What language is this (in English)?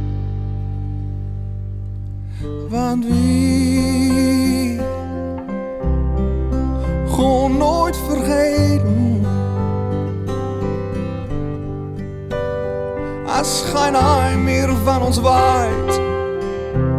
Dutch